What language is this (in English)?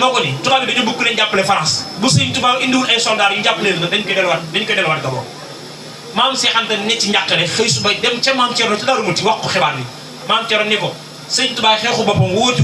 Wolof